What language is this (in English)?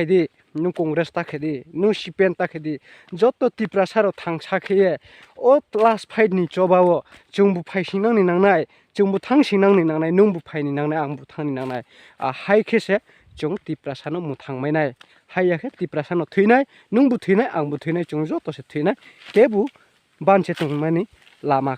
Riang (India)